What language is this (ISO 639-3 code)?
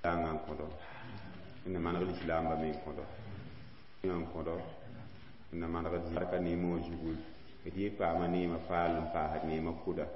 mos